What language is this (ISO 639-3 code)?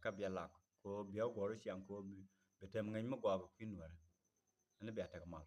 nus